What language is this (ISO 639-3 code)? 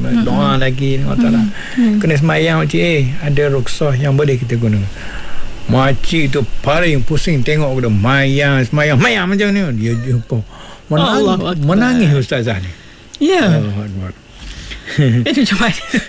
msa